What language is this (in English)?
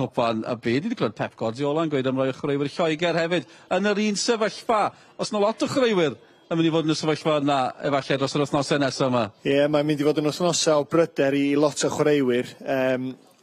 Welsh